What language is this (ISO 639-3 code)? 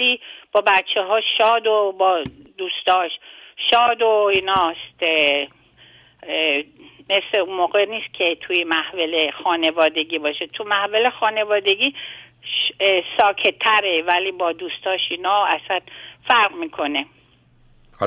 fas